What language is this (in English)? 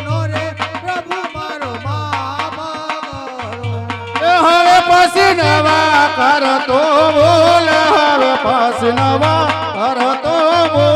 Gujarati